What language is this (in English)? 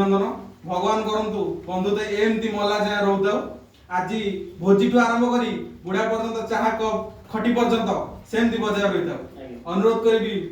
Odia